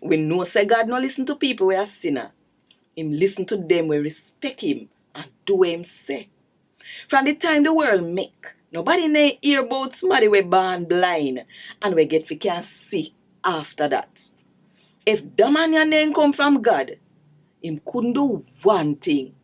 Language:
Jamaican Creole English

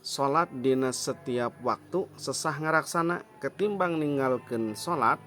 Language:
Sundanese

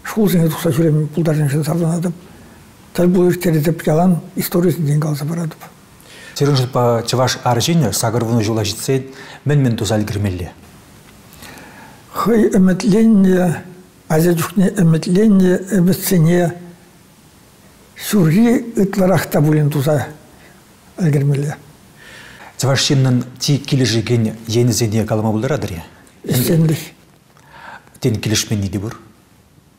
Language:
Chuvash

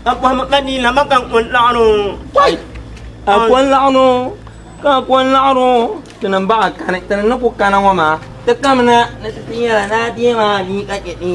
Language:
Dagbani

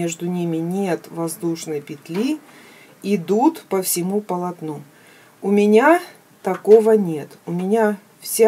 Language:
Russian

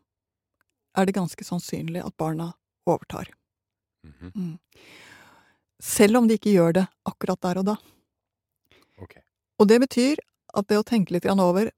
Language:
Norwegian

